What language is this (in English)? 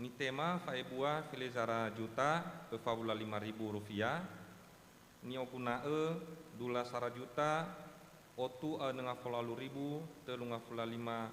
Nias